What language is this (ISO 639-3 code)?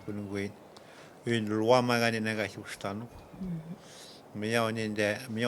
atj